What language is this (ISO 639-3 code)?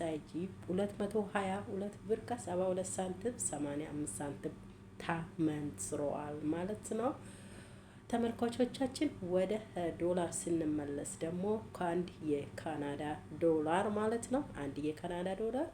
amh